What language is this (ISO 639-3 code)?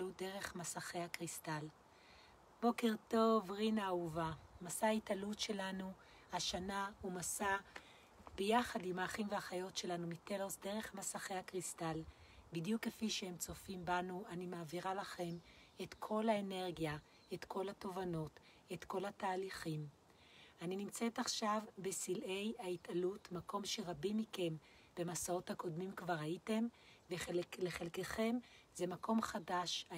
heb